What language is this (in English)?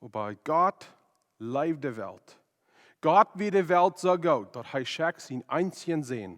Plautdietsch